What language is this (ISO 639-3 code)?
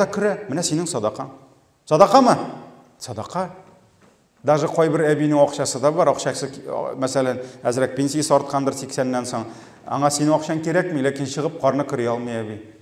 tat